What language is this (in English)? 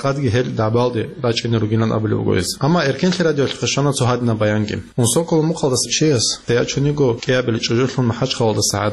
Avaric